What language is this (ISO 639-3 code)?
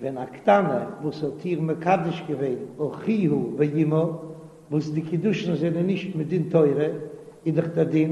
yid